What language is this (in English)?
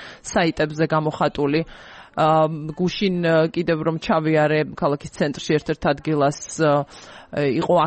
Georgian